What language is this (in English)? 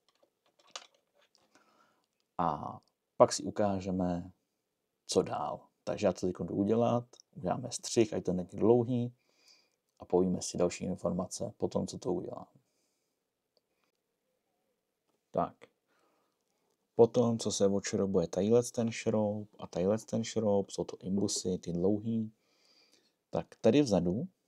Czech